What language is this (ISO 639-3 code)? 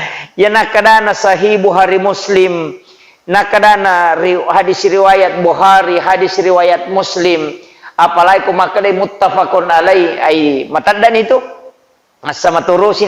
bug